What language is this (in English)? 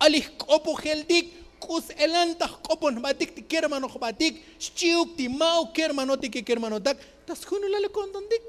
Tzotzil